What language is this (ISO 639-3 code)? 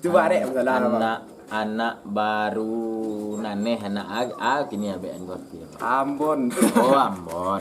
min